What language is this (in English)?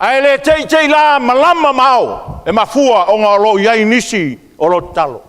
Samoan